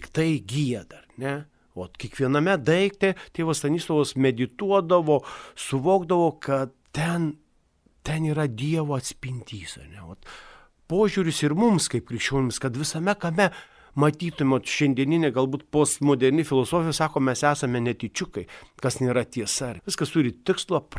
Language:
Lithuanian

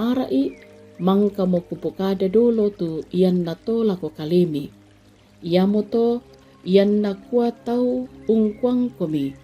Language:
Toraja-Sa'dan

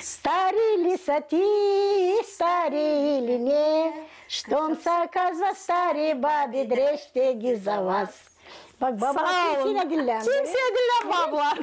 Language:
Gagauz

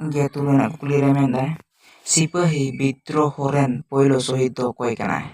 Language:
Santali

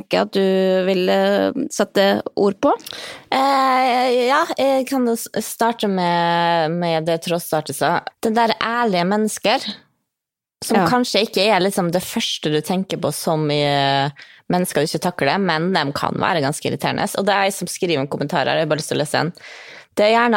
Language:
Norwegian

